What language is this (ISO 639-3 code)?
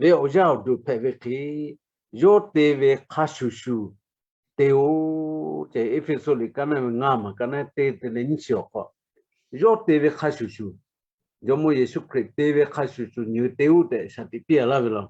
lhu